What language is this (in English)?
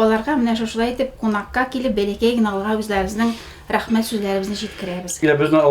Tatar